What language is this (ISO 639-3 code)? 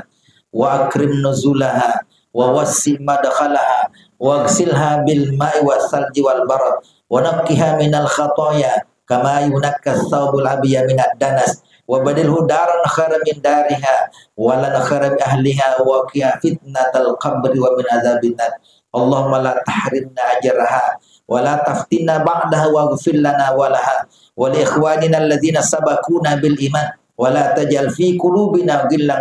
bug